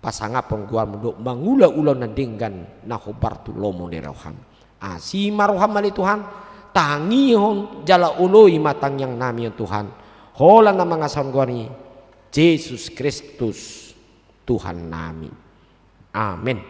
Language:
Batak Toba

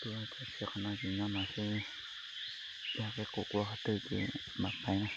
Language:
Hmong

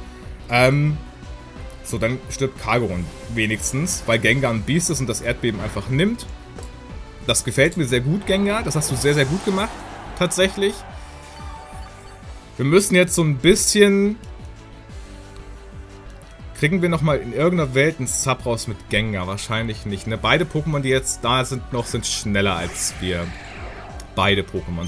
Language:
German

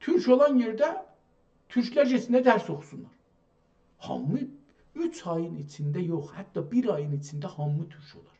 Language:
South Azerbaijani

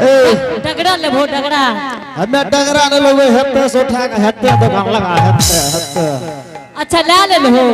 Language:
Angika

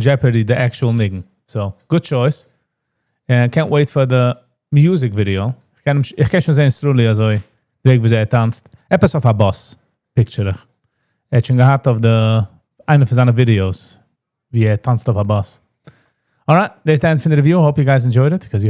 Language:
Yiddish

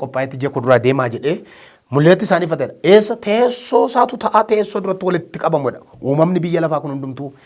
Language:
Oromo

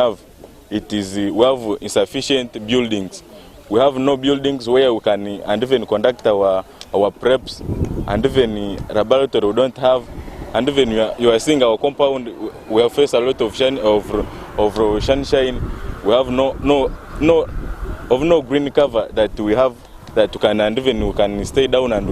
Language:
Nyankole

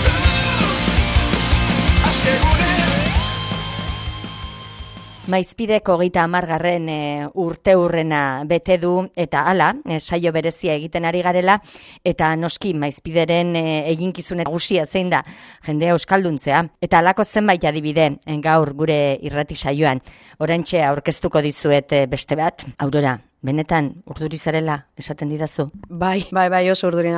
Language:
Basque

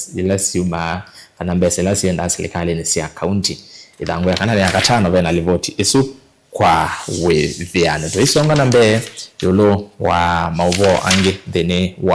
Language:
Kamba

